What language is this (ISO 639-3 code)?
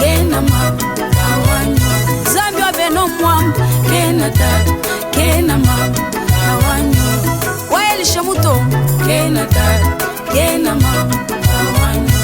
lua